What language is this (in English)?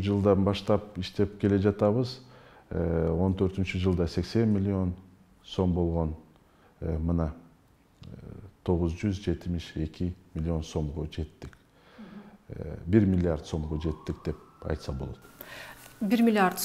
Kyrgyz